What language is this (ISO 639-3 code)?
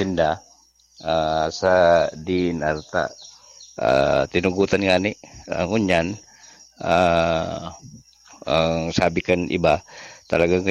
bik